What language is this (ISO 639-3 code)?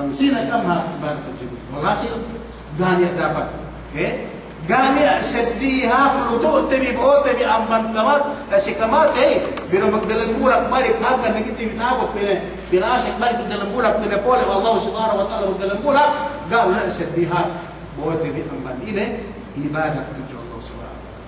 yka